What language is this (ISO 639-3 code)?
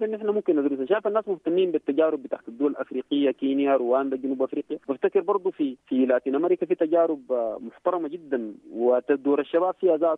apd